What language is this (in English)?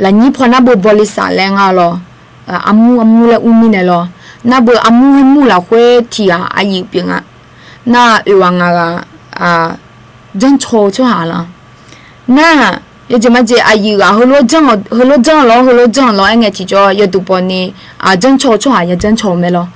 Akha